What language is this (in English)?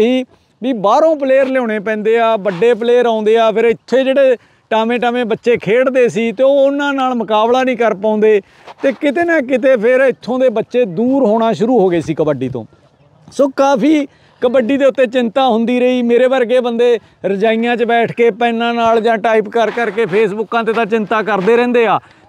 Punjabi